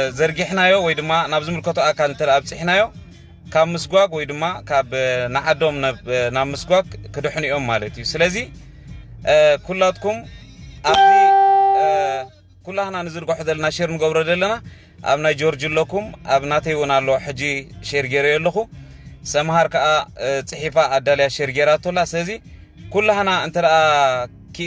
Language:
Tigrinya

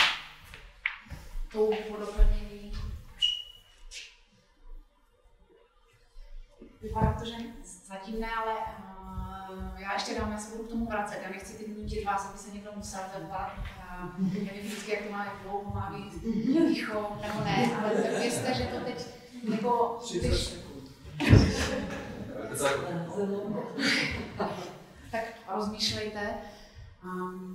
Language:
Czech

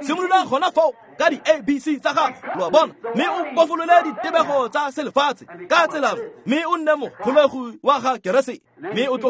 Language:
Tswana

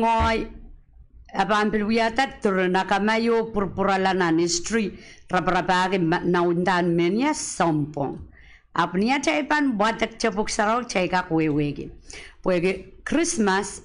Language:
Pohnpeian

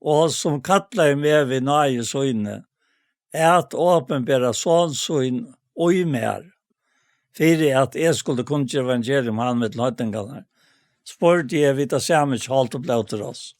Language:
Faroese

